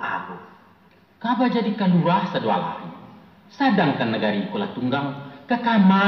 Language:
Minangkabau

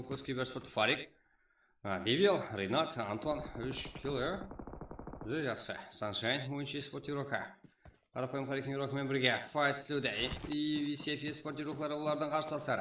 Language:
Kara-Kalpak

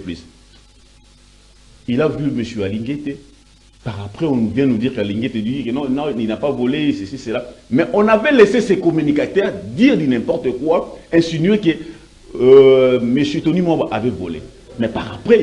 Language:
French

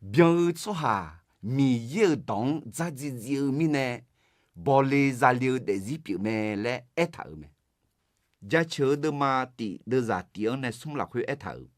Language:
Akha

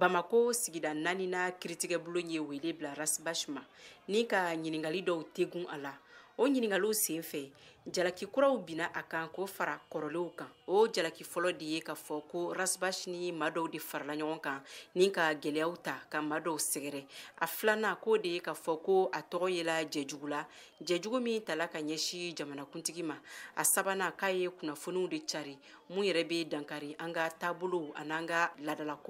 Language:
Bambara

